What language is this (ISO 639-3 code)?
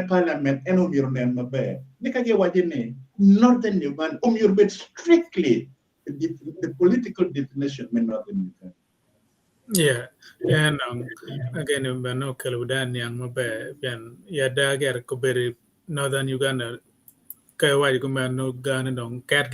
ach